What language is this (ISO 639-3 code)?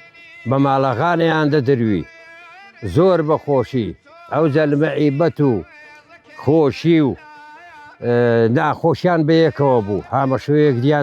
ckb